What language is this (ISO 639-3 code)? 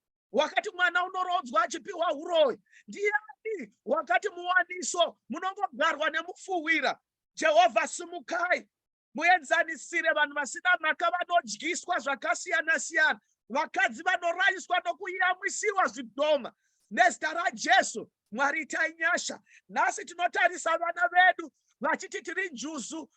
sna